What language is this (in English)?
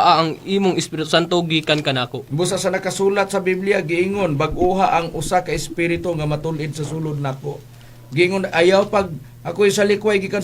Cebuano